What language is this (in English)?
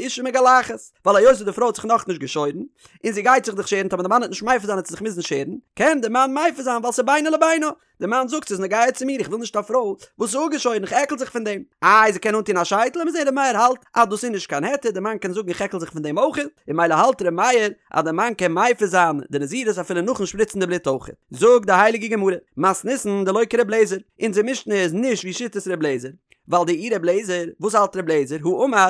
Yiddish